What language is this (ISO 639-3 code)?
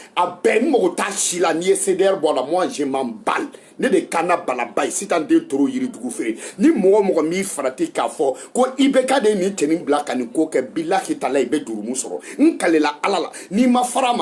bam